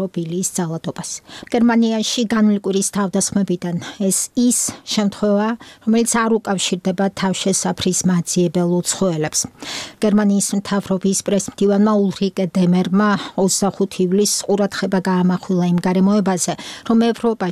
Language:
Georgian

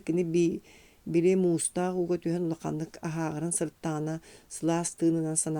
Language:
Yakut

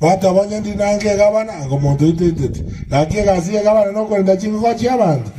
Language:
Gusii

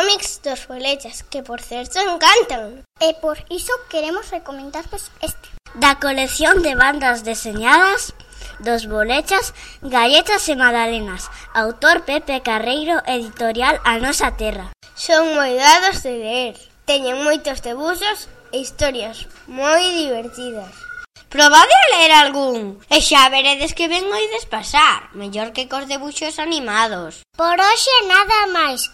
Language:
Galician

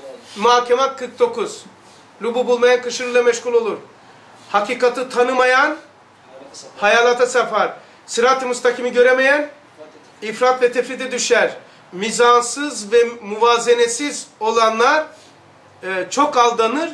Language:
Turkish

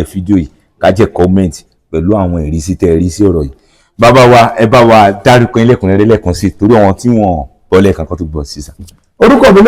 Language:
Yoruba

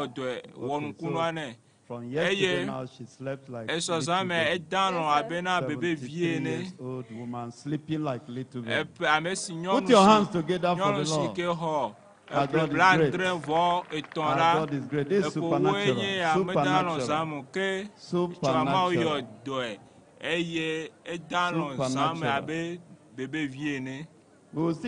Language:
Ewe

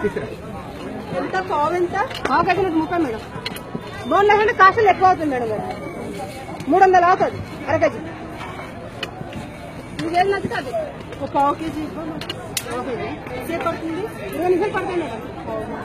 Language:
Telugu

